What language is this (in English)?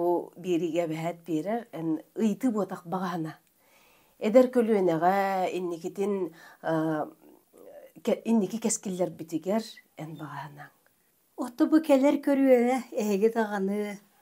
Yakut